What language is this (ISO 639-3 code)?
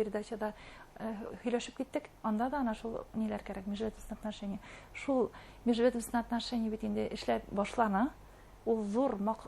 bak